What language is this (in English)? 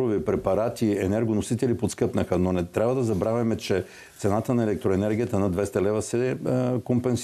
Bulgarian